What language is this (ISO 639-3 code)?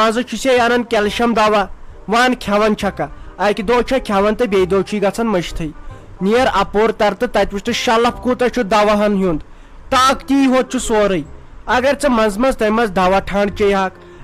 kas